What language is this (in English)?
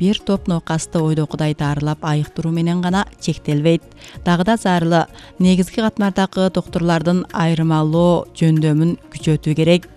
Kyrgyz